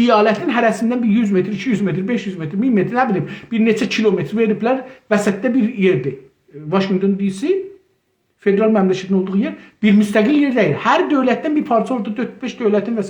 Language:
South Azerbaijani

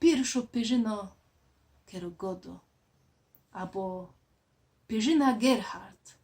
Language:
Silesian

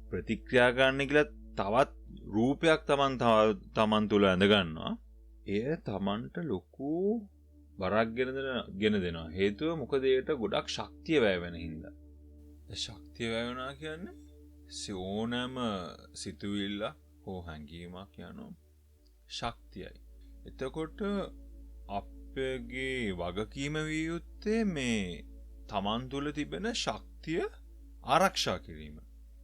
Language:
Sinhala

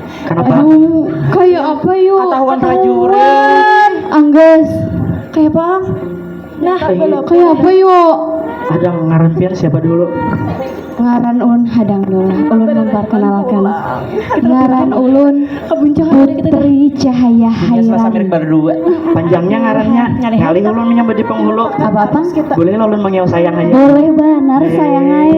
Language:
Banjar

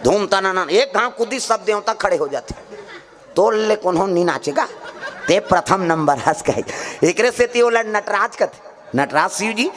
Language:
Chhattisgarhi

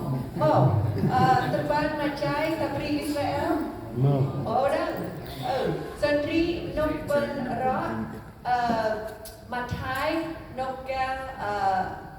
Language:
Central Mnong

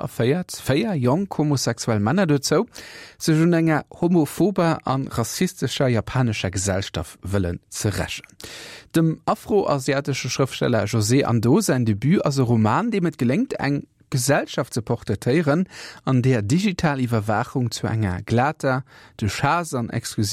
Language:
Luxembourgish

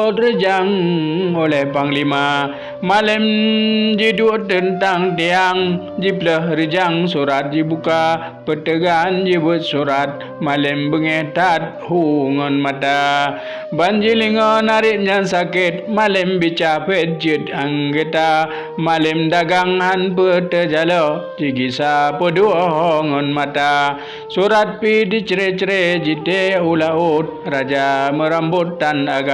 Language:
Achinese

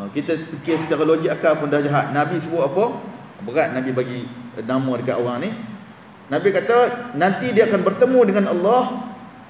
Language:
Malay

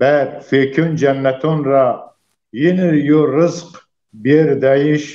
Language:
Zaza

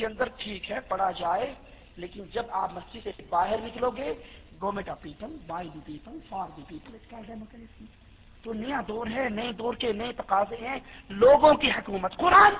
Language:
Urdu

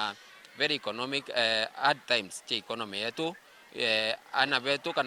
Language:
Meru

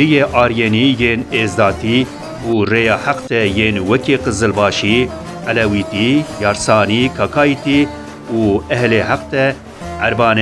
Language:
Kurdish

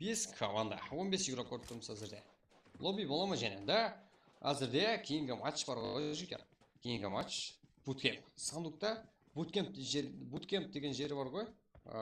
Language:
Kara-Kalpak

